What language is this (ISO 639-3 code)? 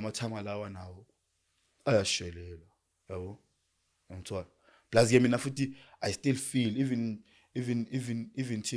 zul